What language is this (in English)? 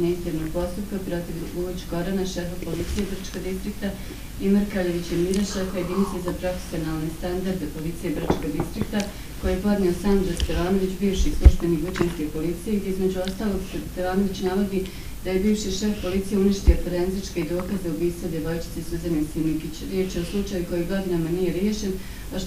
Bosnian